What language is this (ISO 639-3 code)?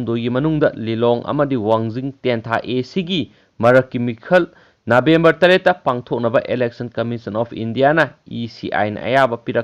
mni